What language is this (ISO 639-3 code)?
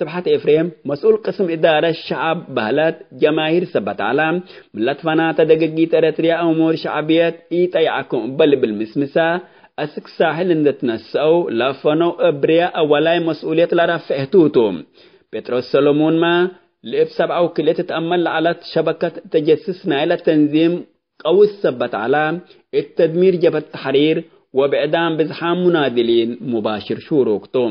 tig